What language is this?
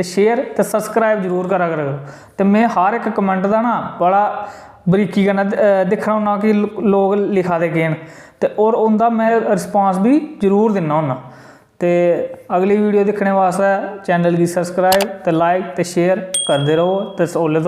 Dogri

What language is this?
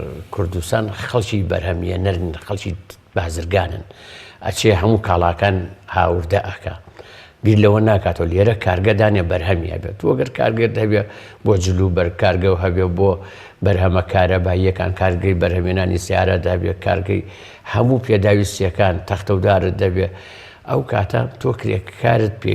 Central Kurdish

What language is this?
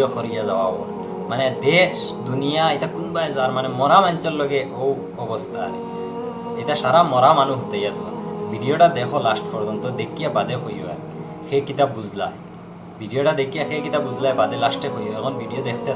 Sylheti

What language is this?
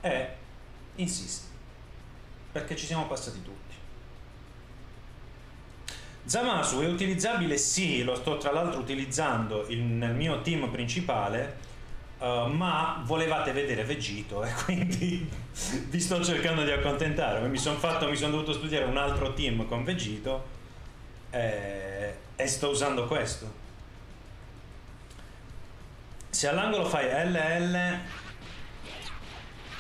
Italian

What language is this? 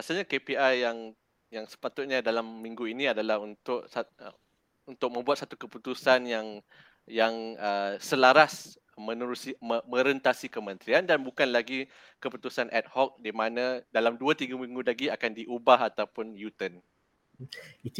Malay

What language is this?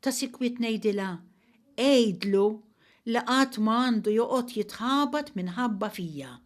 Maltese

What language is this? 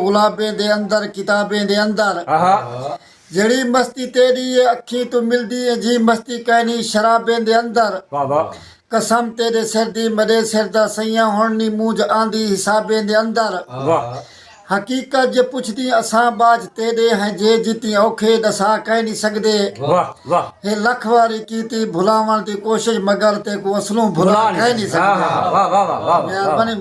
Saraiki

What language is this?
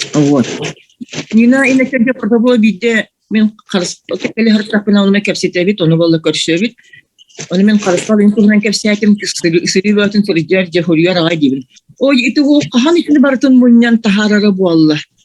Yakut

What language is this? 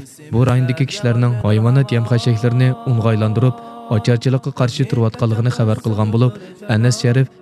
Uyghur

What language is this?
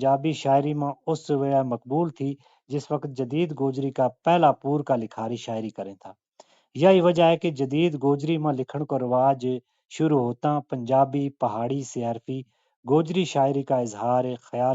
Gujari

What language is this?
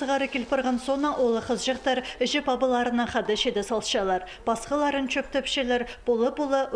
Khakas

